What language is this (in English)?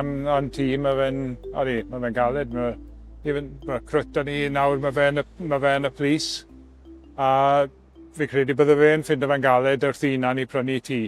Welsh